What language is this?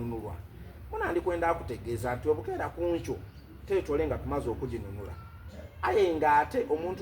Soga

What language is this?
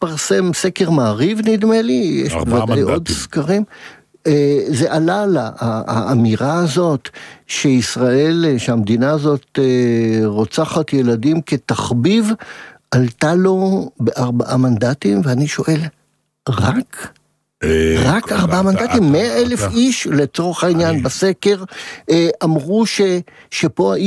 Hebrew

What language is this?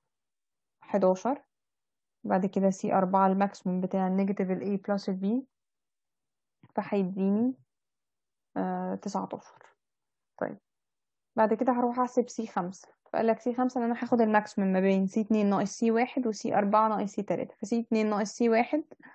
Egyptian Arabic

